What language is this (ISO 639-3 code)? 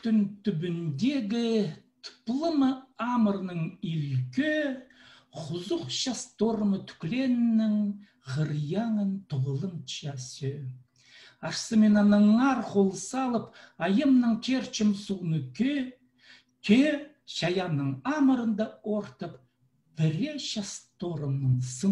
kjh